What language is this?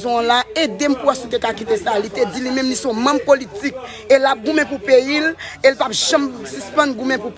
Haitian Creole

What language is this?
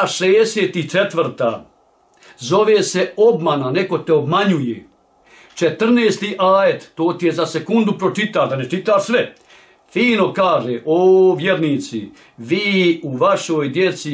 Bosnian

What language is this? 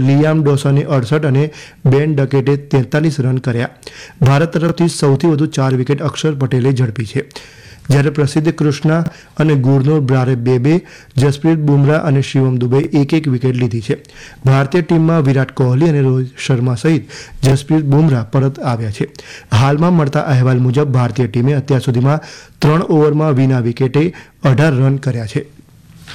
Gujarati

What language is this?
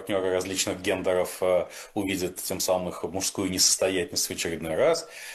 Russian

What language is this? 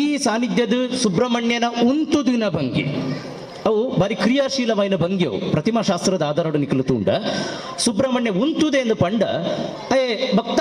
Tulu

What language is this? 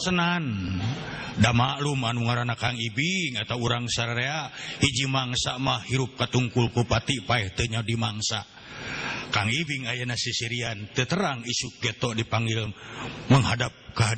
Sundanese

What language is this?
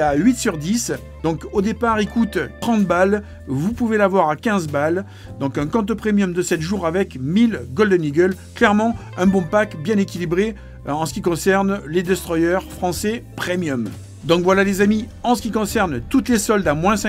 French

